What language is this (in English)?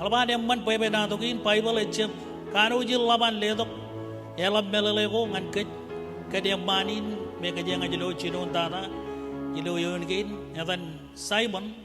Marshallese